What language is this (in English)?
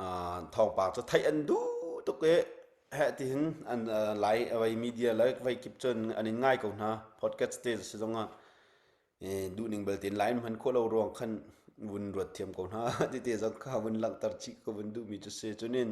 Hakha Chin